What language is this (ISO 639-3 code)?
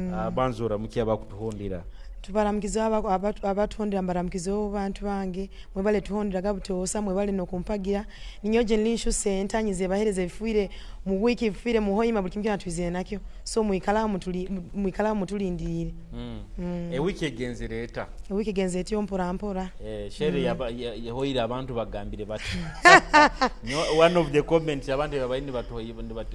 nyo